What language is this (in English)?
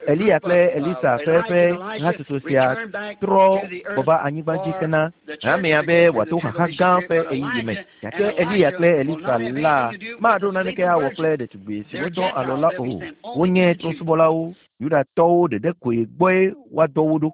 Ewe